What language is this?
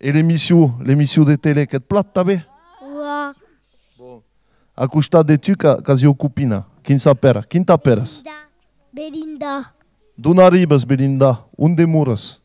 Occitan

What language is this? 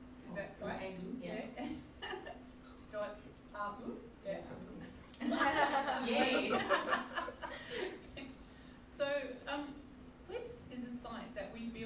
Indonesian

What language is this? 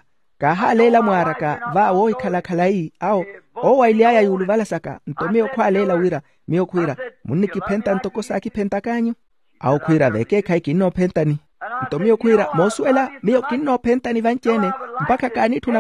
Makhuwa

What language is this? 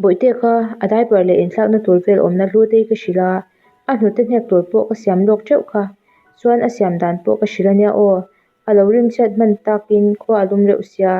Mizo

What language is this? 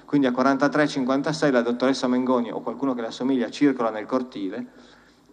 Italian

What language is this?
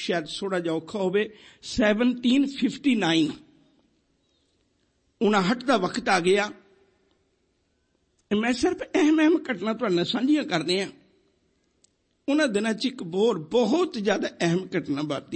Punjabi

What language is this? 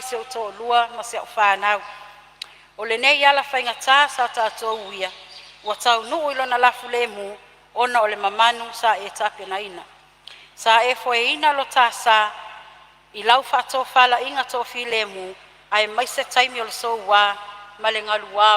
Samoan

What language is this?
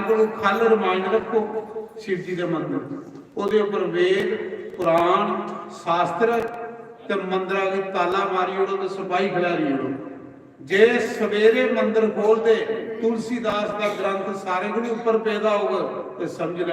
Dogri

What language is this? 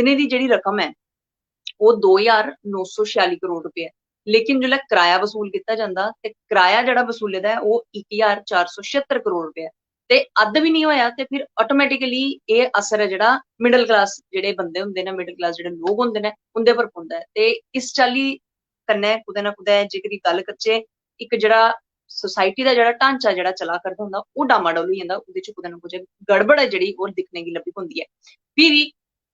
Dogri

